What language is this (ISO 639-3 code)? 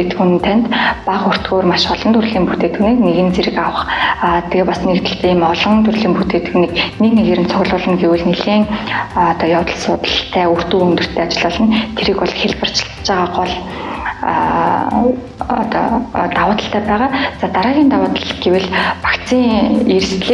mon